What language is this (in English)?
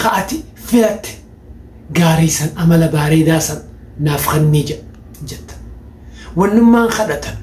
Oromo